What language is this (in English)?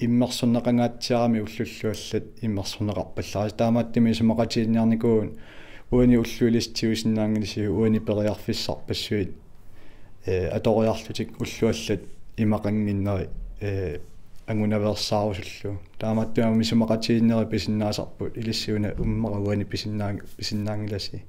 Kalaallisut